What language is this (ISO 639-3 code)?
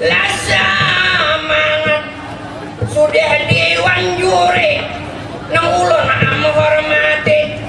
bjn